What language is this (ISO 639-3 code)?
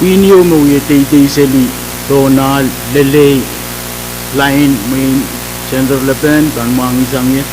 pon